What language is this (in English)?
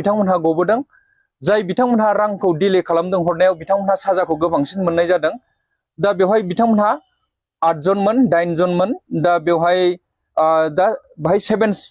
Bodo